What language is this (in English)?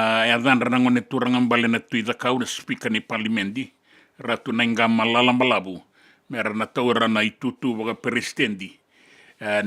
Fijian